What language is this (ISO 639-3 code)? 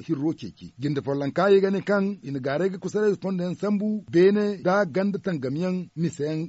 dje